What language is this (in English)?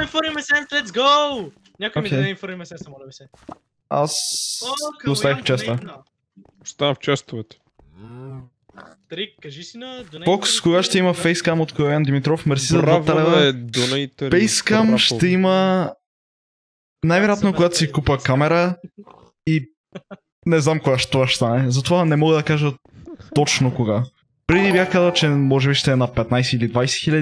Bulgarian